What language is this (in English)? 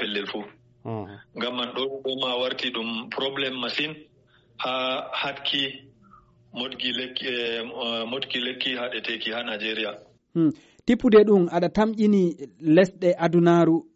Nigerian Fulfulde